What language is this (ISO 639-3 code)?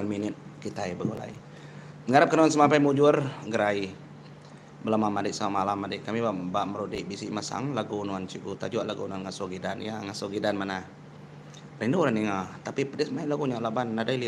iba